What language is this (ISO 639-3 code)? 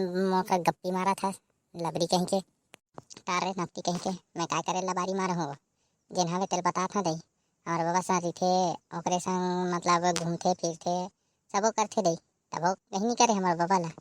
hne